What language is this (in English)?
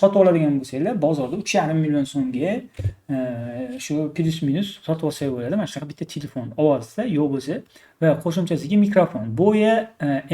Uzbek